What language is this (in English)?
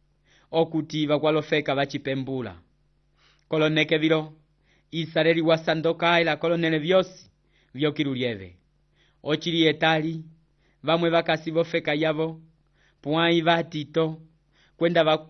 Umbundu